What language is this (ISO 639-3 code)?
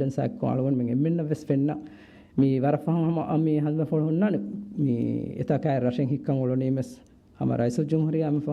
div